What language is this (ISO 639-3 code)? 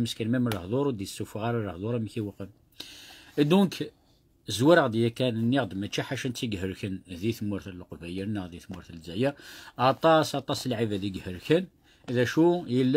kab